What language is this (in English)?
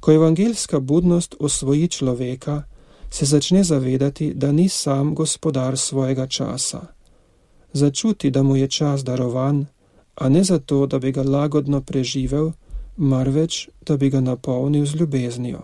Slovenian